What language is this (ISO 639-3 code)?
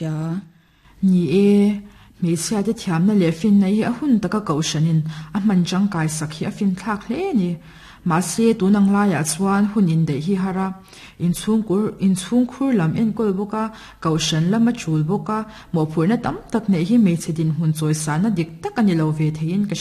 lus